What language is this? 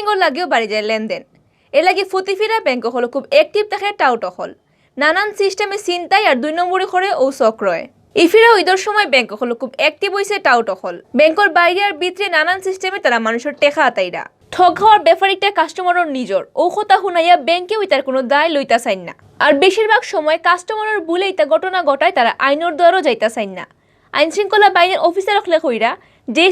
Sylheti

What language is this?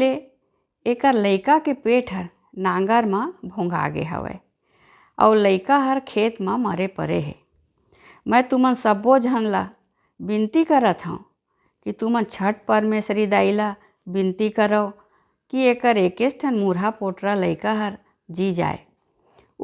Chhattisgarhi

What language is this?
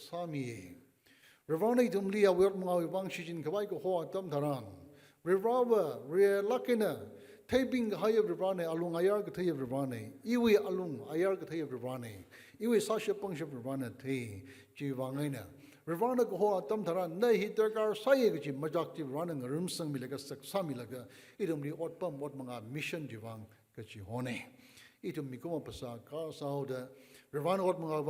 Tangkhul Naga (India)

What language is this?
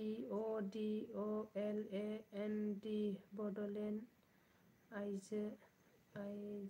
Bodo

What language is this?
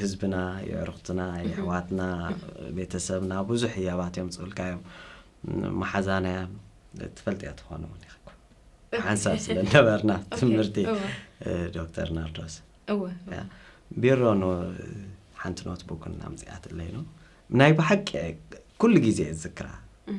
Tigrinya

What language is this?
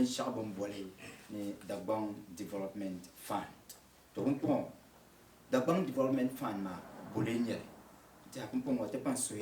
Dagbani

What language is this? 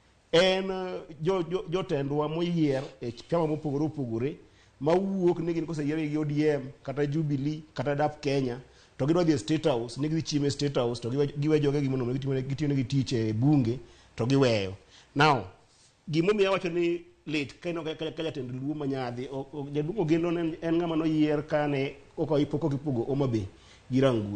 Luo (Kenya and Tanzania)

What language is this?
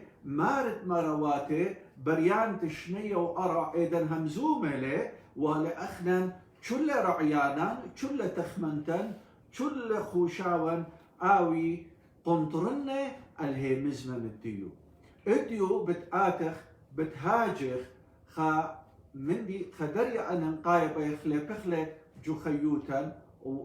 Assyrian Neo-Aramaic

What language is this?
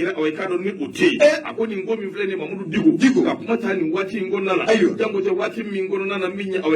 Bambara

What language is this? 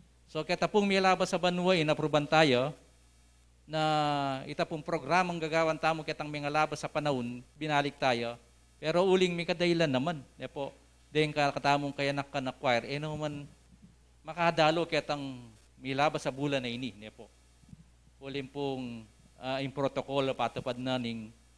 Pampanga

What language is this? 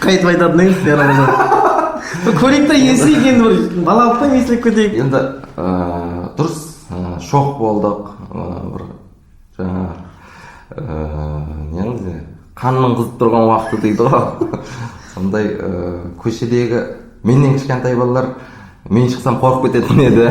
Kara-Kalpak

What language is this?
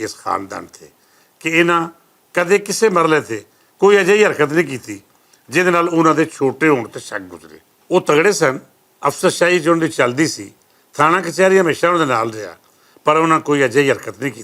Western Panjabi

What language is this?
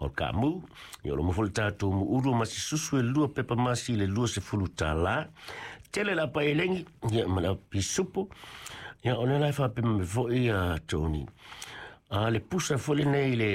Samoan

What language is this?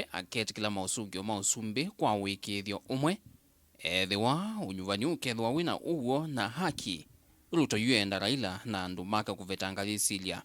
Kamba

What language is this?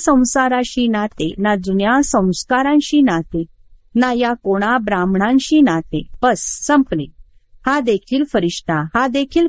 Marathi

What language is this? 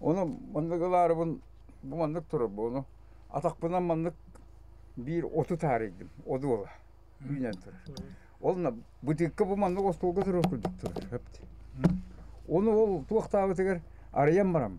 Yakut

